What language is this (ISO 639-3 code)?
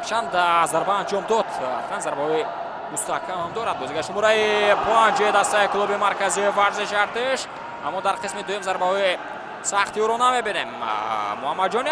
tgk